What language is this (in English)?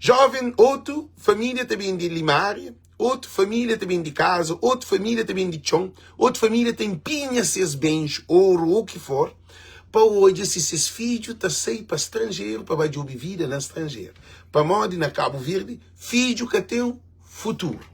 Kabuverdianu